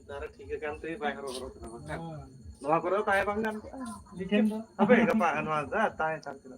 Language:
Santali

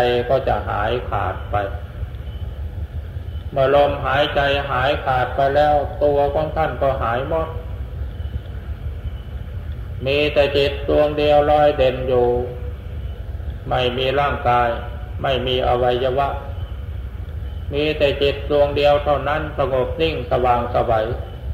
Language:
Thai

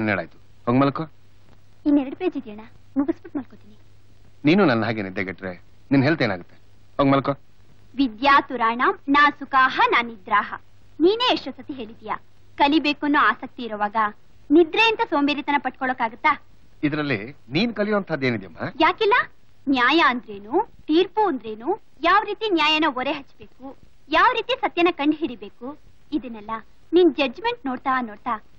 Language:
Kannada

